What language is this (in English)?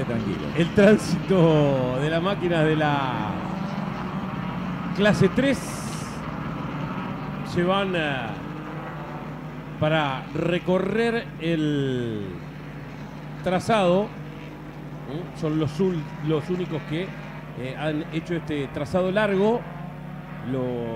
Spanish